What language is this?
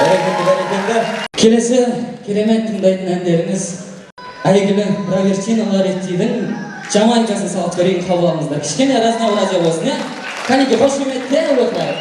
Kara-Kalpak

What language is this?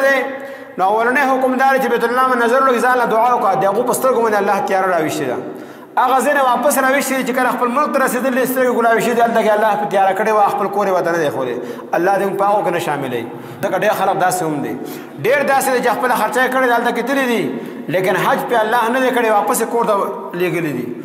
Pashto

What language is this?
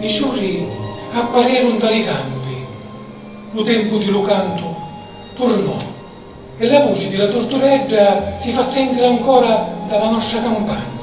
Sicilian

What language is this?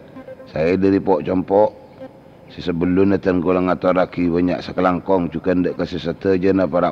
Madurese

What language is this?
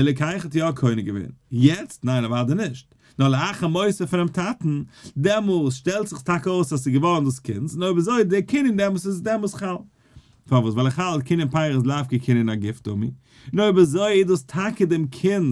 Yiddish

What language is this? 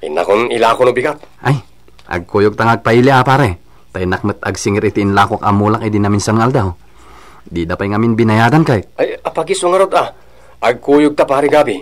Iloko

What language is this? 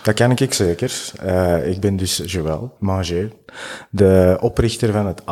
Dutch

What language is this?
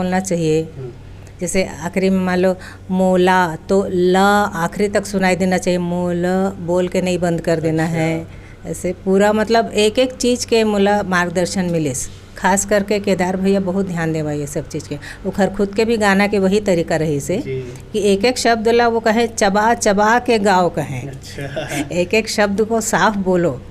Chhattisgarhi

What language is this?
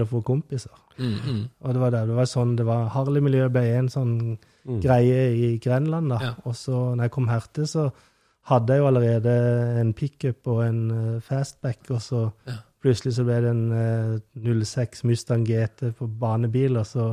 Norwegian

